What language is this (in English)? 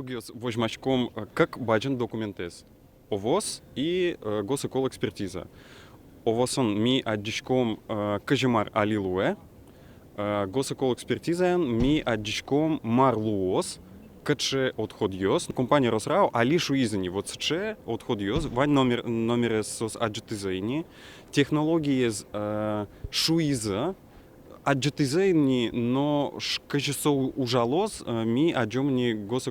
Udmurt